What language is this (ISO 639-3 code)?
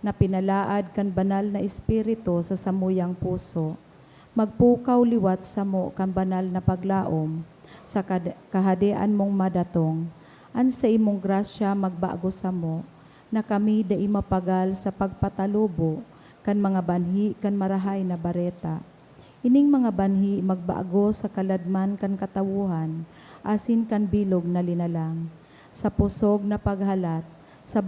bik